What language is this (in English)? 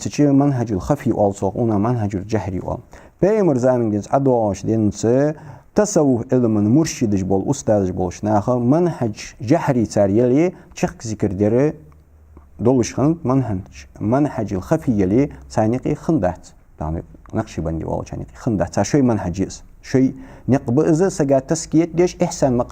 Ingush